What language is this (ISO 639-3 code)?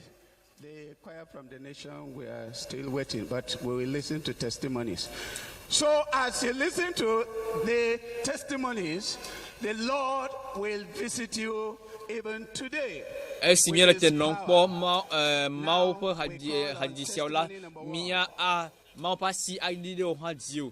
ewe